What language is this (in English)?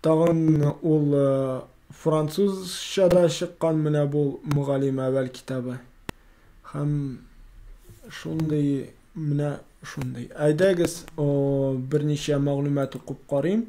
Tatar